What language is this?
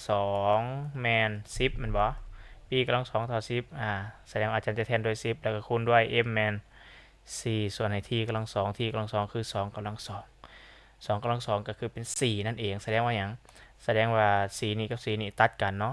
Lao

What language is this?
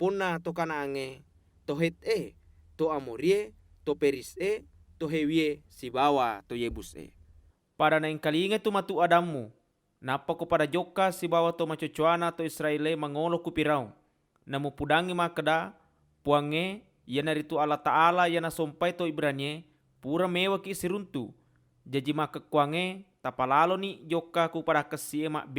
Buginese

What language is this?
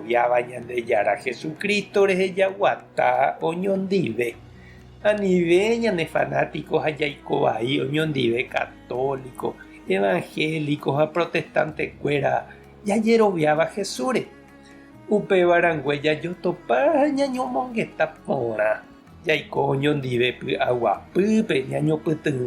Guarani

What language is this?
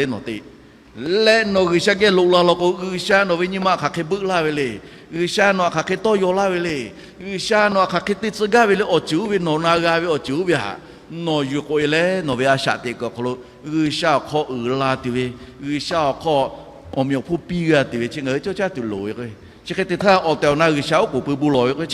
Lahu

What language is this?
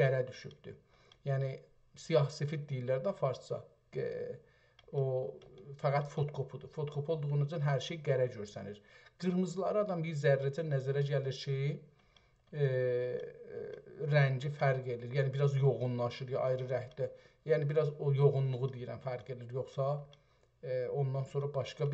South Azerbaijani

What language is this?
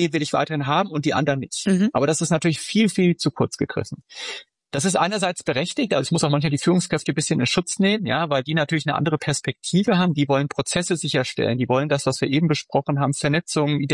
German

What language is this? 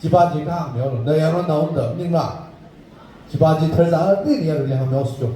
Tangkhul Naga (India)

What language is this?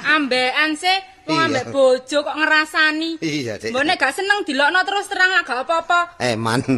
Javanese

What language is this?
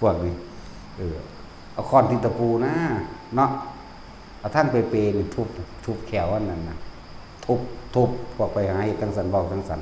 Northeastern Thai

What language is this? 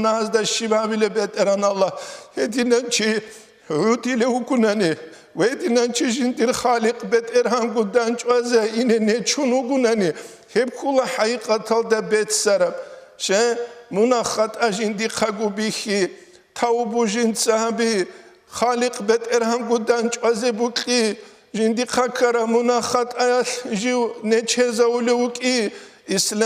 Avaric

